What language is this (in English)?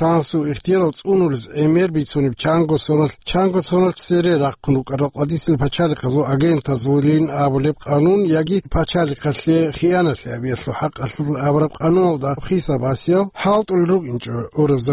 Avaric